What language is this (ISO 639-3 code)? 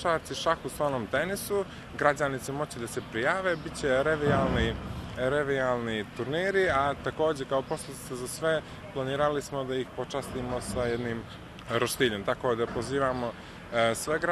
bos